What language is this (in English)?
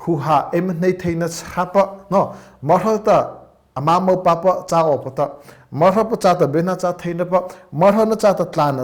Mara Chin